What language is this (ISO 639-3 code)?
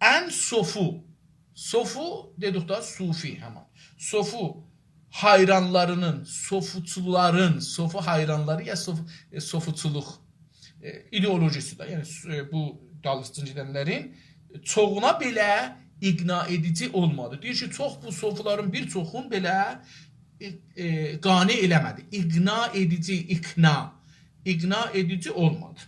azb